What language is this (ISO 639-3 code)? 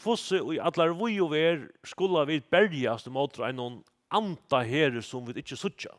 fao